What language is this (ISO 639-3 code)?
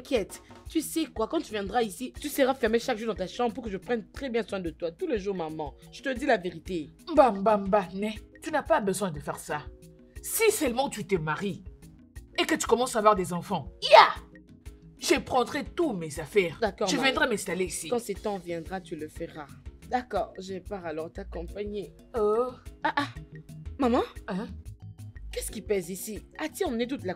fra